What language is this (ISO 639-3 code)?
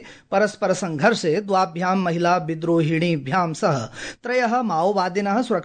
san